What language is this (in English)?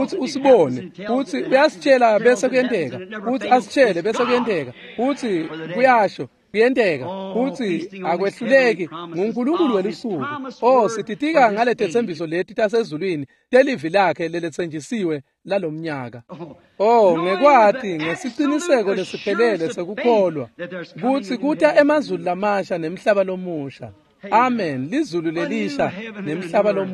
Swati